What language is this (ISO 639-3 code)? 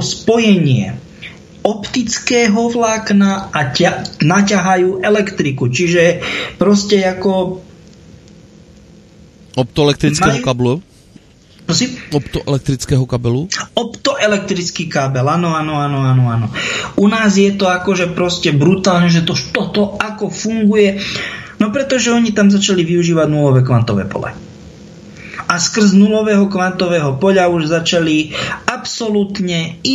slk